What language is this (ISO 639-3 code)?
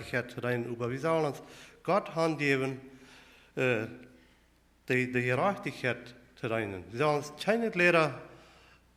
pdt